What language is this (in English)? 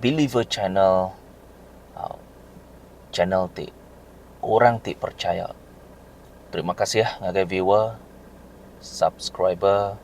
Iban